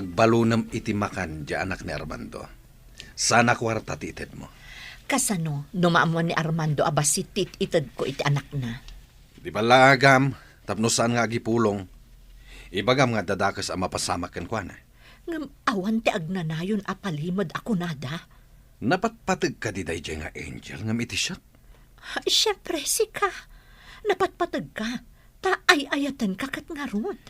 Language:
Iloko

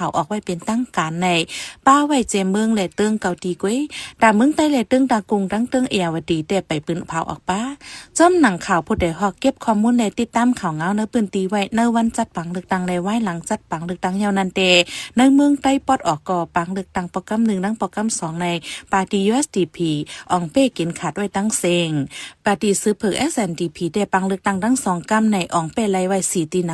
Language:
Shan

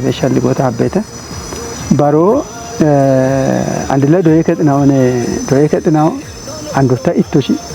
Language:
Kafa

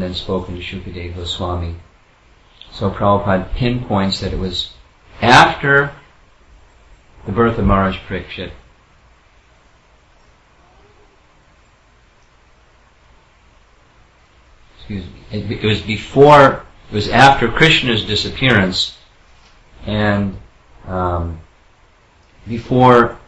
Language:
English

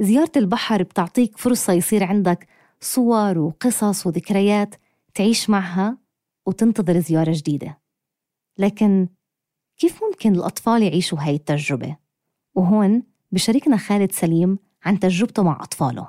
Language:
North Levantine Arabic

